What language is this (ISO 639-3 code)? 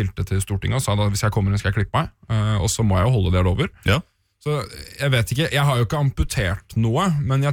nor